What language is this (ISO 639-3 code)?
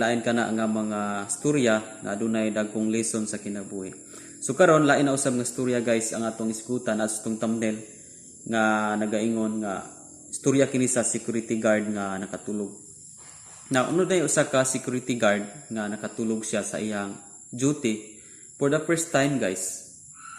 ceb